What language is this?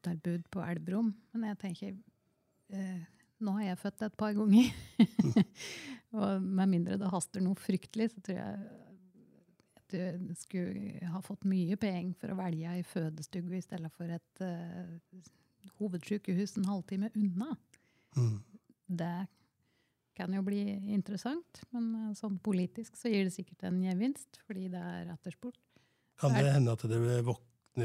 Norwegian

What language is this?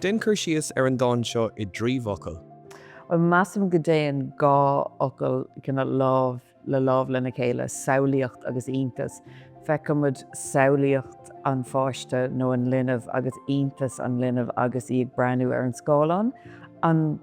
Irish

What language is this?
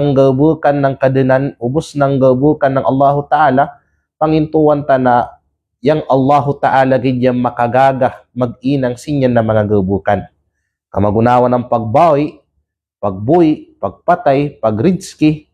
Kalagan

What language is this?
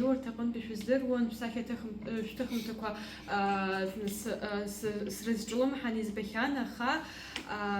Abkhazian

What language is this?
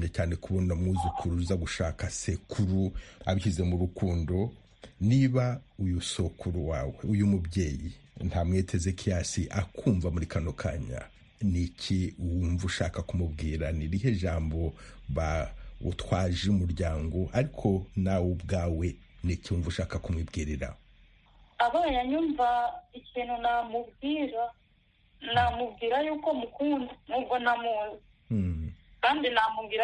Kinyarwanda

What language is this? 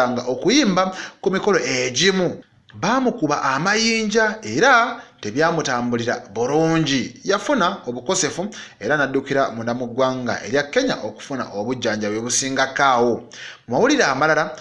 Ganda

